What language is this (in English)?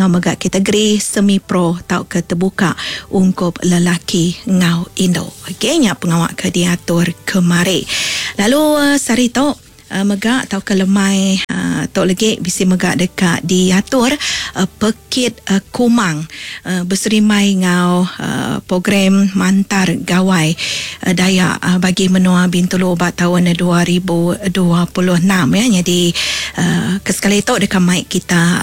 Iban